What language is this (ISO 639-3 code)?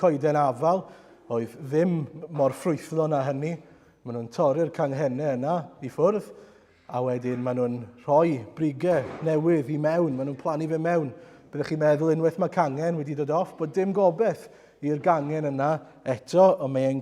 cym